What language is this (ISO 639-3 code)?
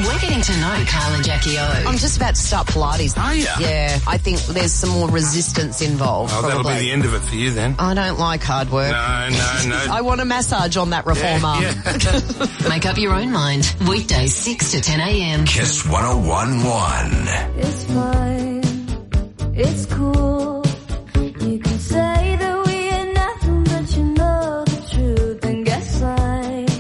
eng